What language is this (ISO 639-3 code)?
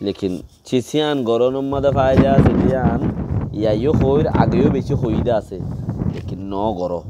rhg